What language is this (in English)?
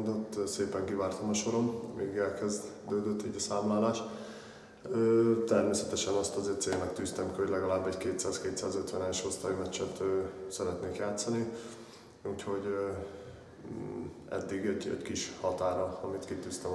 Hungarian